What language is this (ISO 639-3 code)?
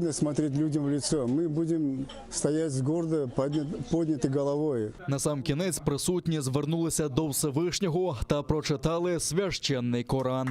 crh